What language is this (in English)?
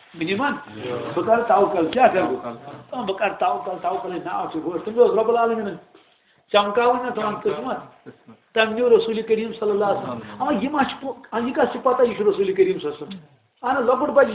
Kashmiri